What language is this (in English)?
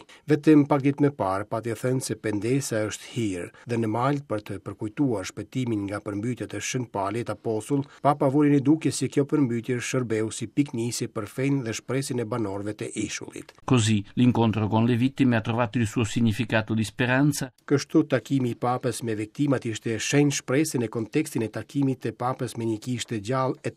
Albanian